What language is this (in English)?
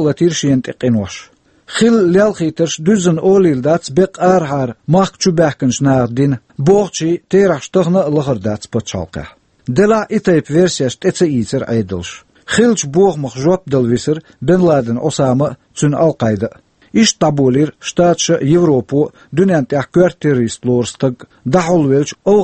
Chechen